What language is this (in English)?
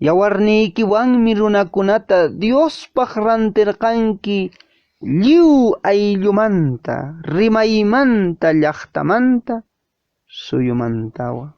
Quechua